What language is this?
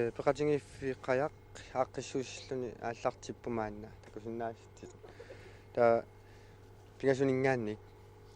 Kalaallisut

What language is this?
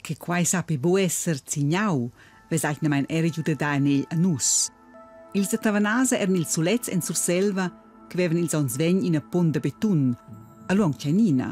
Romansh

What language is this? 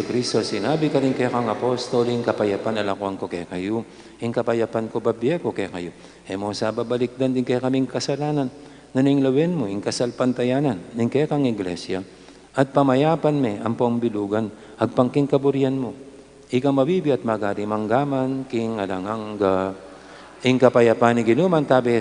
Pampanga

